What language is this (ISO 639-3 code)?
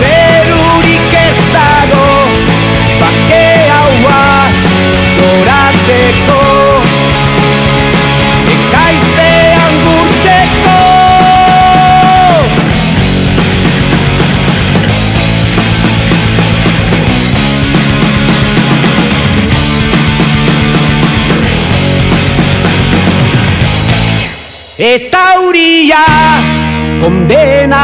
eus